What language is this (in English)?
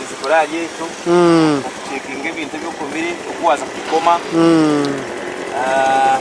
Nyankole